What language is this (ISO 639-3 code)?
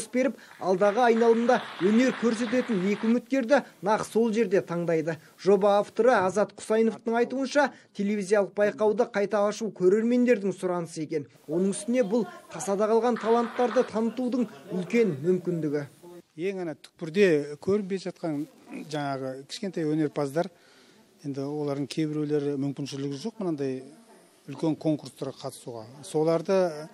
kaz